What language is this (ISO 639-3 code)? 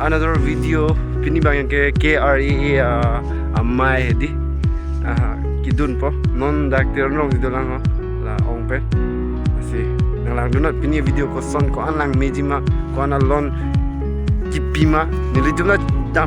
mjw